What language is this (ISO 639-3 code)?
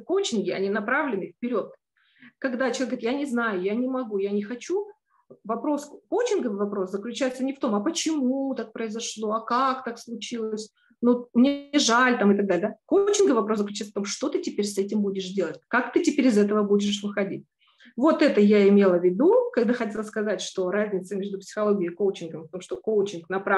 rus